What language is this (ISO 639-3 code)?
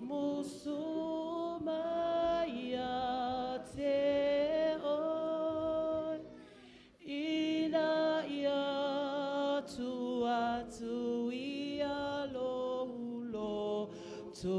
smo